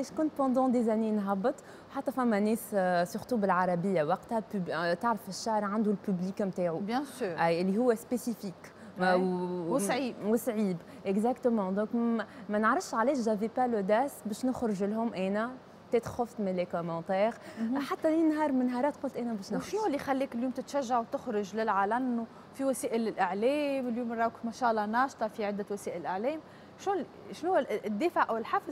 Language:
Tunisian Arabic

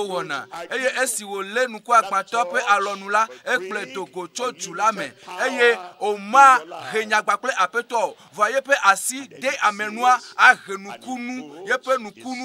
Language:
Ewe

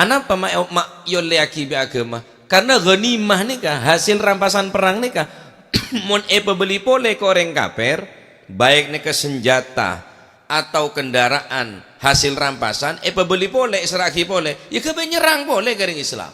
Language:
Madurese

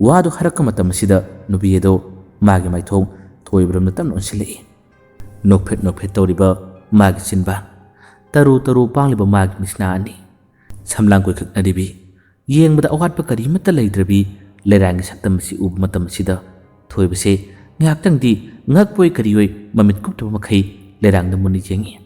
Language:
Manipuri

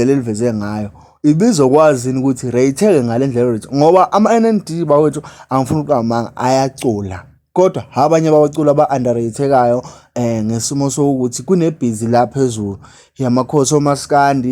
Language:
Zulu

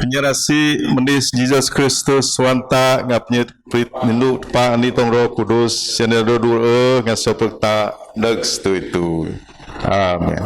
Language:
Biatah Bidayuh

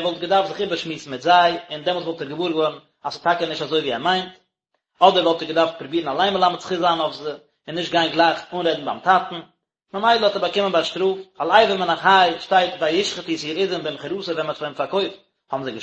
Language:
Yiddish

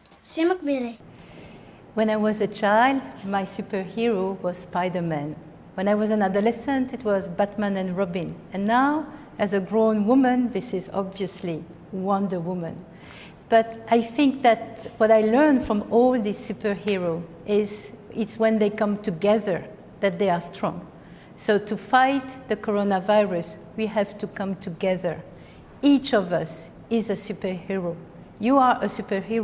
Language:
Tetum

